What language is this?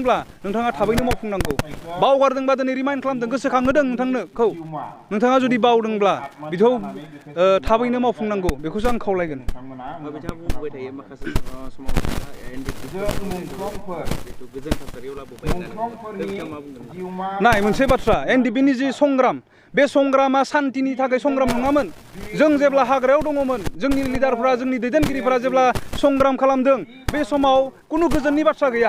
Bodo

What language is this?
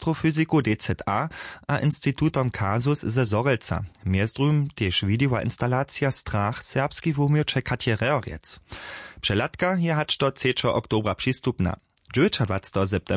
Upper Sorbian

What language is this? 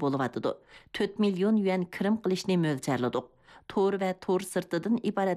Uyghur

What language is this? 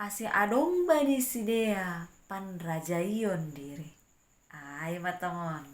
Batak Simalungun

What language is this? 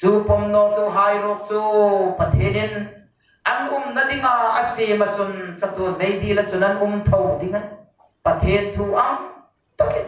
Hmar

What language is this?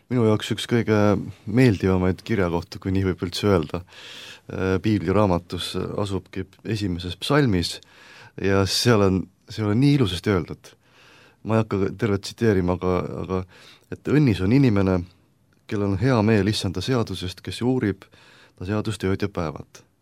Estonian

